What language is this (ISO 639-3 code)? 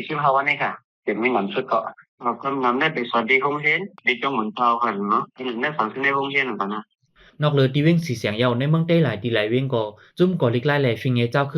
shn